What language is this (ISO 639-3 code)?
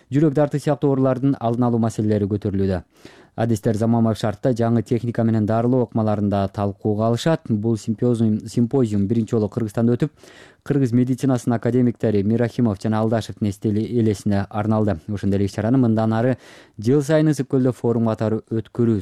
kir